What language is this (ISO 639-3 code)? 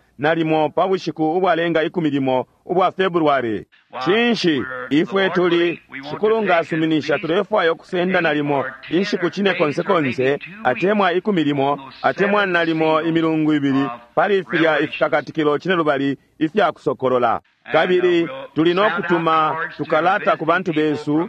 bem